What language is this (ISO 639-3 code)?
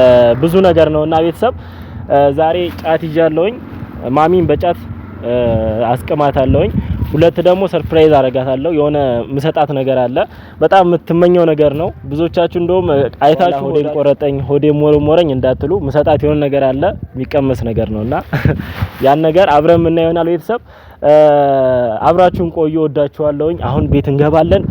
amh